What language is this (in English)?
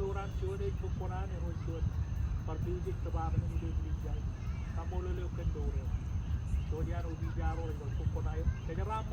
Marshallese